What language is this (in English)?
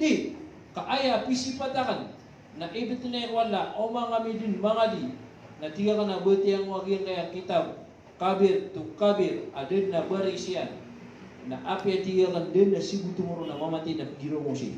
Maranao